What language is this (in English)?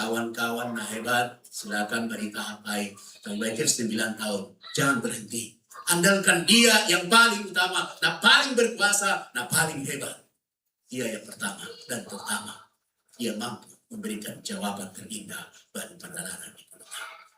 Batak Simalungun